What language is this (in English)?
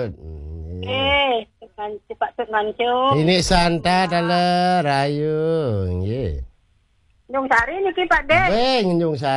Balinese